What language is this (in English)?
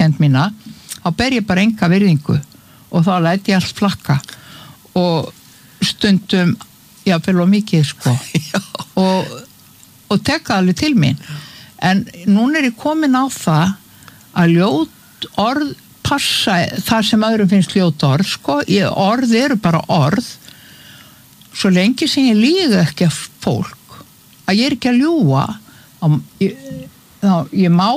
Icelandic